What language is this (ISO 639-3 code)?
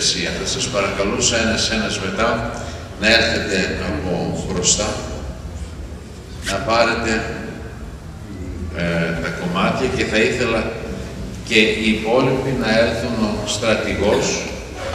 ell